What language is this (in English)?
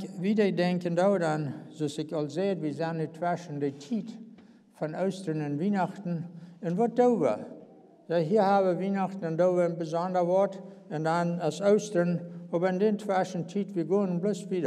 Plautdietsch